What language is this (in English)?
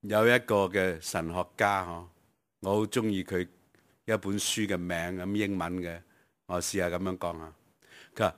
Cantonese